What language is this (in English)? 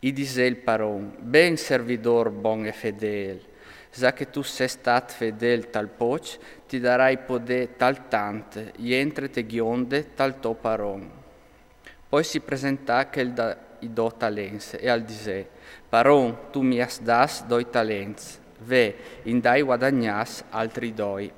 Friulian